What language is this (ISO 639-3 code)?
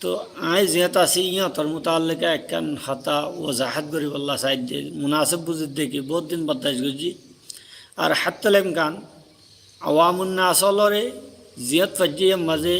rhg